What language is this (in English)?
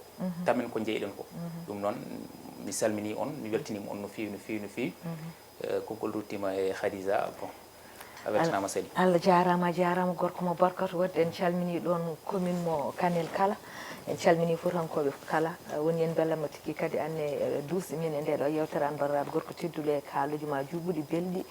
Fula